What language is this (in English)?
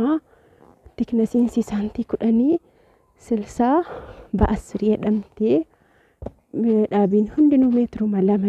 Oromo